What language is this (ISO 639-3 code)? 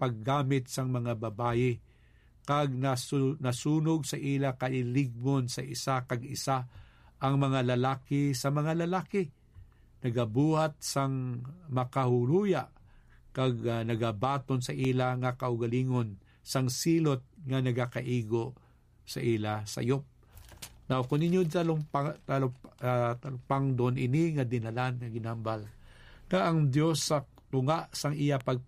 hil